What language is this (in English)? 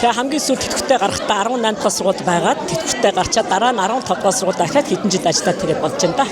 Mongolian